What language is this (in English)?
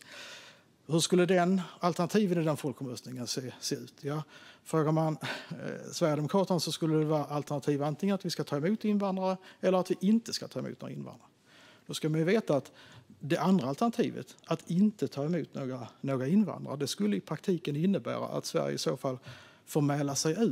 Swedish